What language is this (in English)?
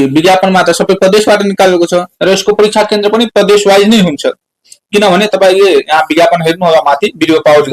Nepali